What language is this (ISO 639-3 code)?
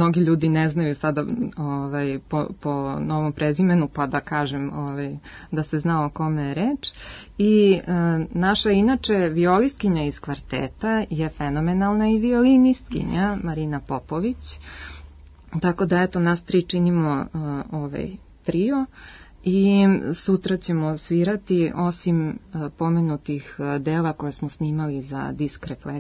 srp